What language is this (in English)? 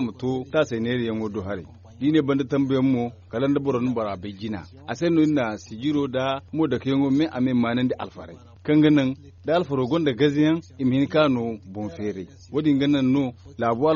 Zarma